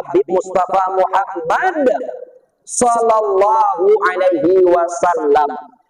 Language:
Minangkabau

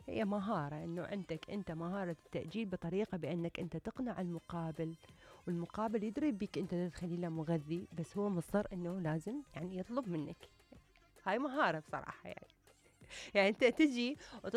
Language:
Mesopotamian Arabic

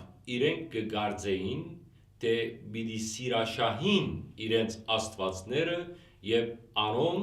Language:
Western Armenian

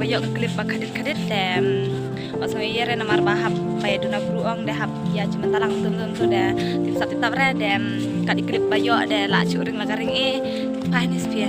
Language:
Khasi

